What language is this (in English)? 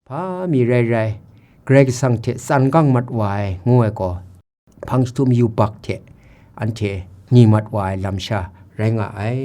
Kachin